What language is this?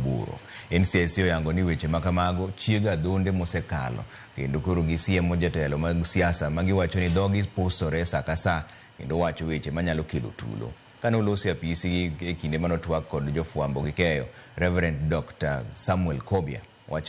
Luo (Kenya and Tanzania)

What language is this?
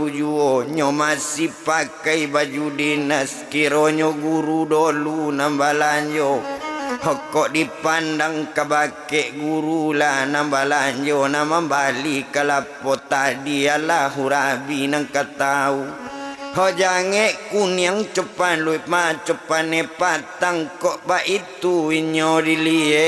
Minangkabau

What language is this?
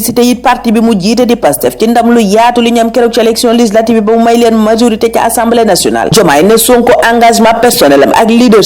Wolof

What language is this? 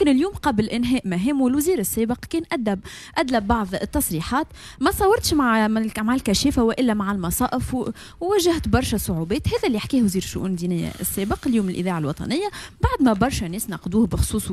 Tunisian Arabic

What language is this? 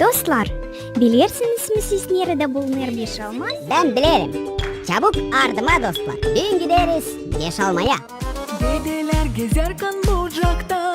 Gagauz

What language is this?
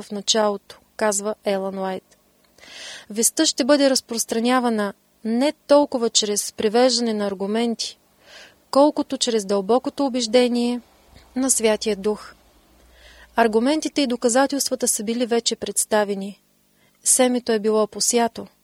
Bulgarian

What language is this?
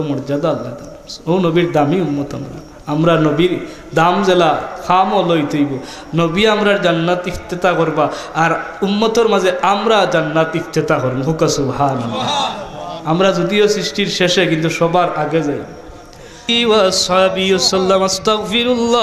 Sylheti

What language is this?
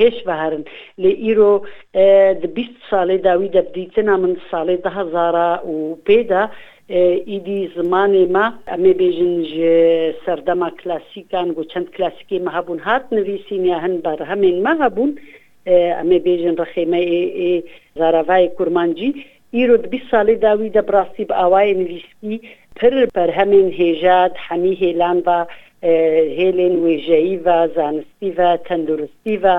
Kurdish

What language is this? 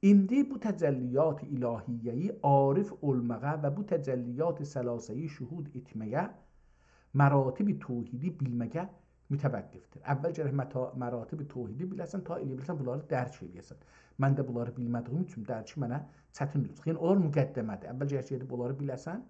South Azerbaijani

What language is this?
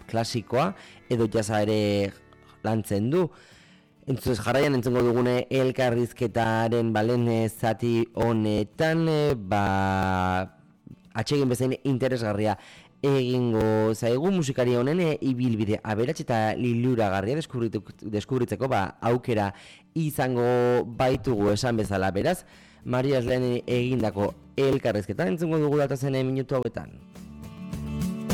Basque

